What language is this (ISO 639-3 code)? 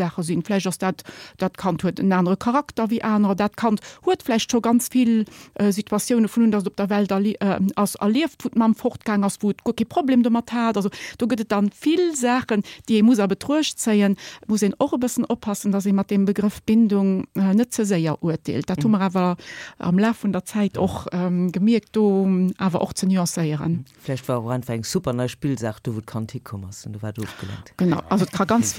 ltz